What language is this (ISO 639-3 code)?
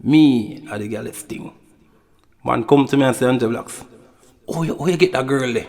jam